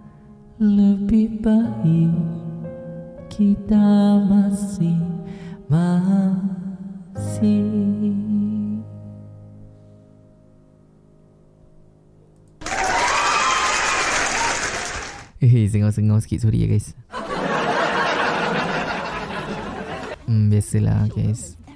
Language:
Malay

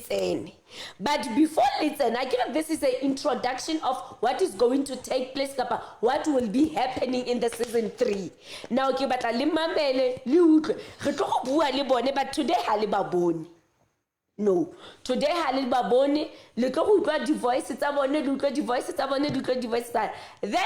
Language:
Southern Sotho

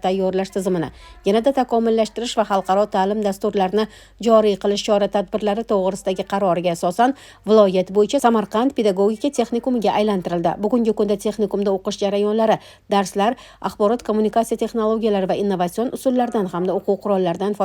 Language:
Uzbek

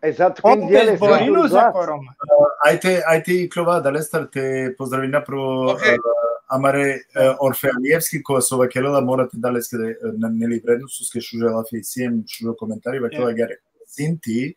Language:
Balkan Romani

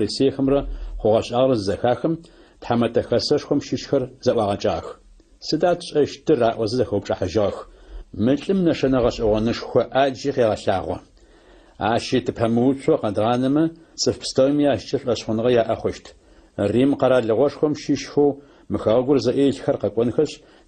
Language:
Adyghe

